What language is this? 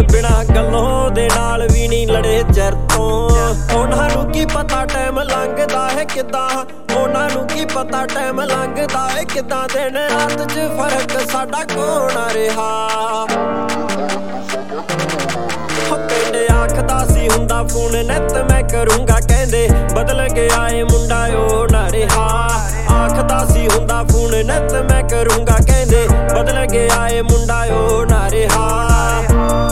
Punjabi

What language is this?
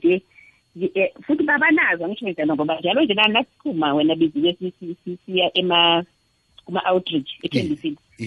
South Ndebele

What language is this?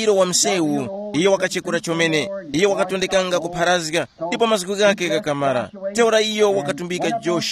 Tumbuka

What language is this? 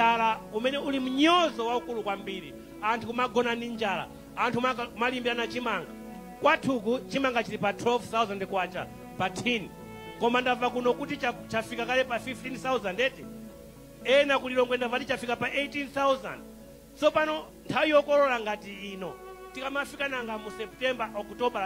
Nyanja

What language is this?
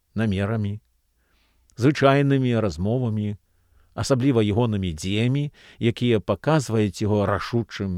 Belarusian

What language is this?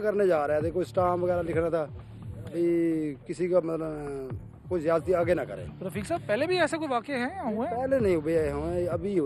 Hindi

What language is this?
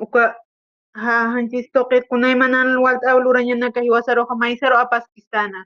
Aymara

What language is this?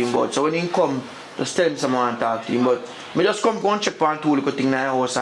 Jamaican Creole English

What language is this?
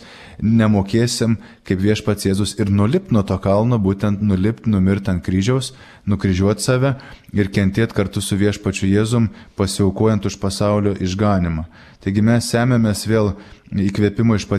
Lithuanian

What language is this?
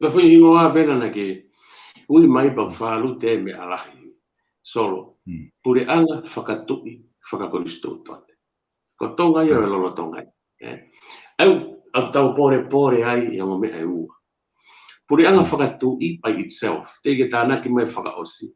Tongan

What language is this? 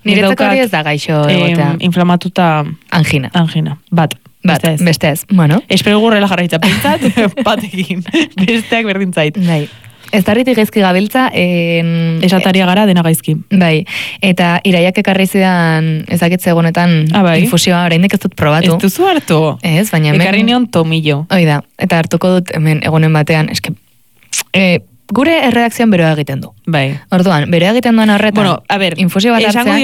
Basque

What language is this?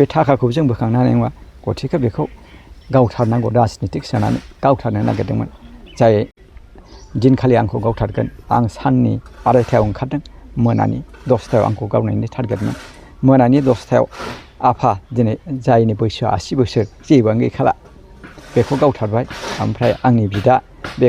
Bodo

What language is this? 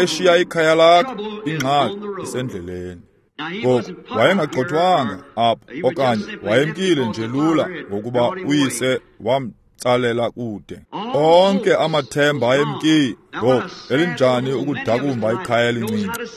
Xhosa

